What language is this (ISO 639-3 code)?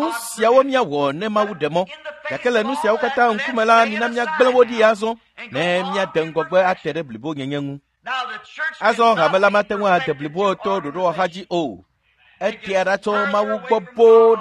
ewe